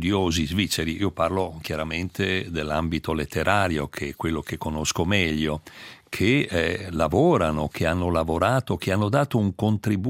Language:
Italian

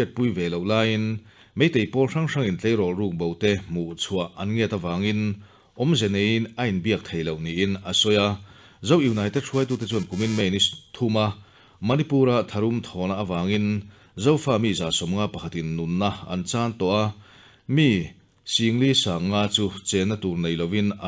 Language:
Mizo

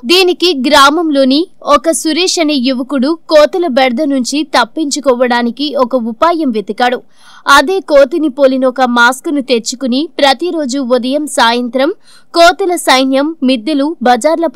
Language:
Telugu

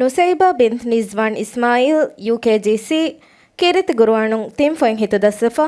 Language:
Divehi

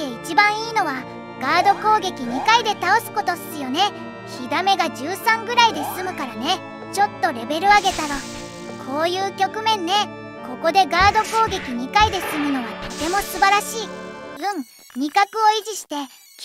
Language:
Japanese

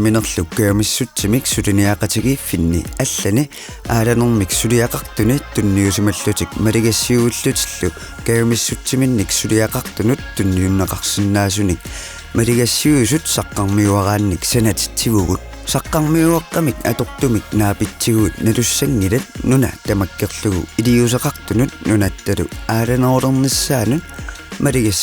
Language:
Kalaallisut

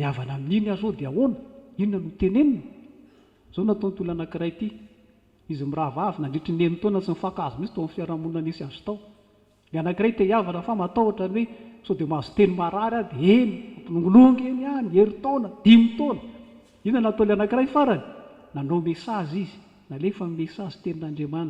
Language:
Malagasy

